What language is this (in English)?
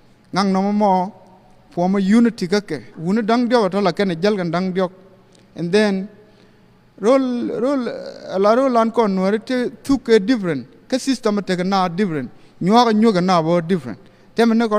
Nuer